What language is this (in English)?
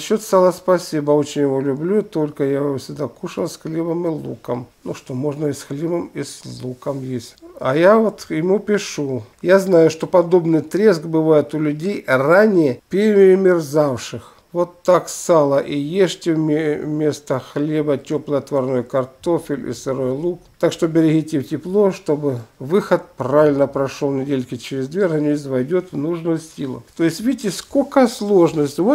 Russian